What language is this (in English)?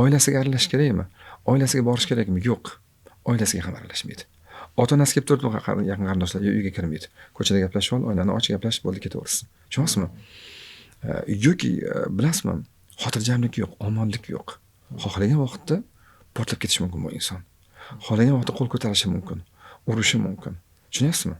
Uzbek